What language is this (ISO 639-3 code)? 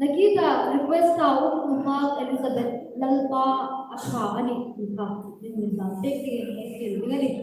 hmr